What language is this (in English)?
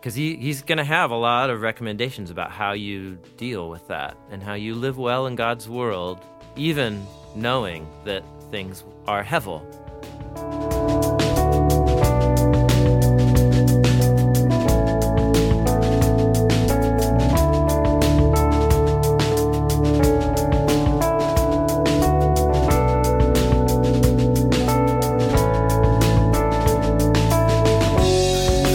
English